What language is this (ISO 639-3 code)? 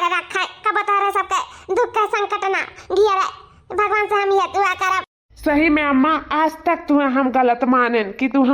awa